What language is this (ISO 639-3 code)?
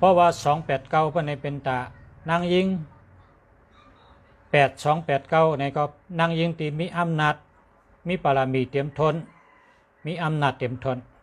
shn